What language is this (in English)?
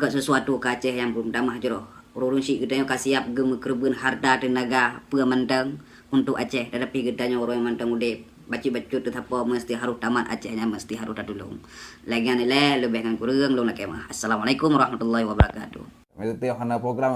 Achinese